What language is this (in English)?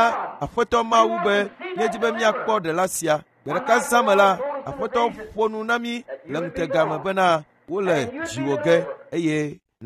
Ewe